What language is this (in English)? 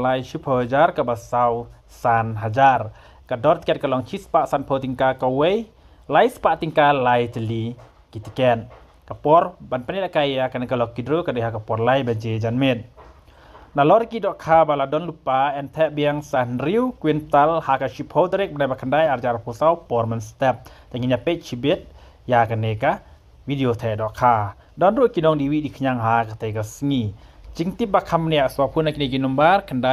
Khasi